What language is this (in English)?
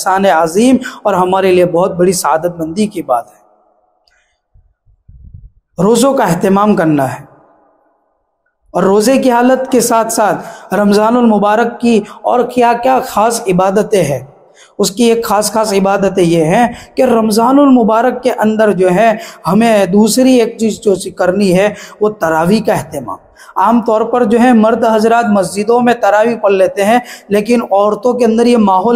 Urdu